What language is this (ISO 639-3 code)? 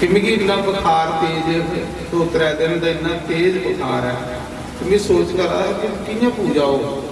doi